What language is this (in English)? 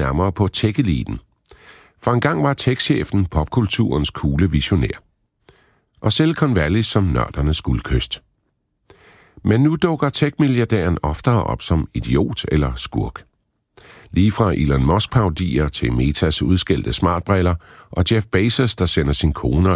Danish